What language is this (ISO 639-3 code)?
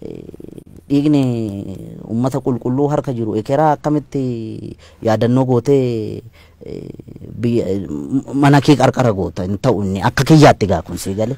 orm